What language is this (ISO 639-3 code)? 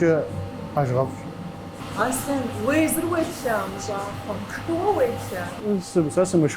kbd